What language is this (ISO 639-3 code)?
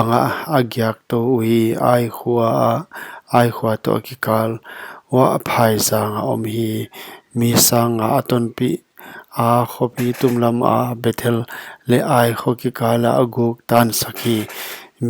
pck